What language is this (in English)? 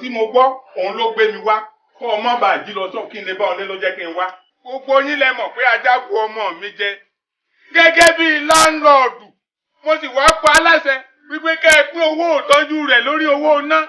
Yoruba